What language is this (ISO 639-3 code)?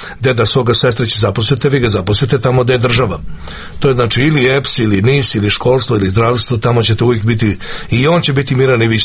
srp